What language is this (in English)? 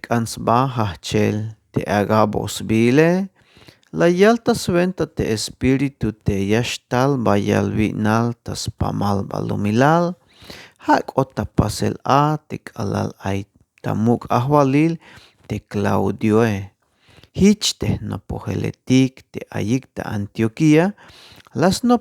Tzeltal